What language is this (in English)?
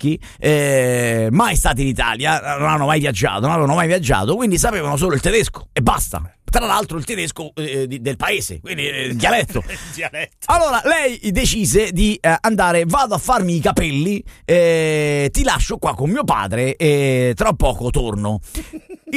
Italian